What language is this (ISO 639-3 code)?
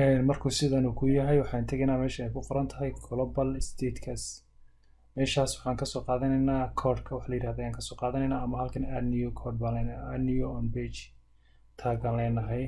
som